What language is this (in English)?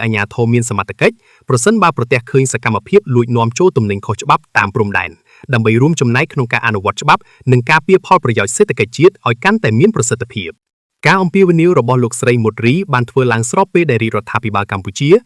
Khmer